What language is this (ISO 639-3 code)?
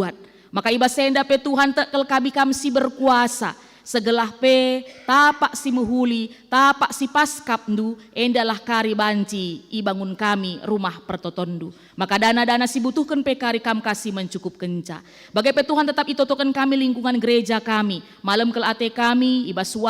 btx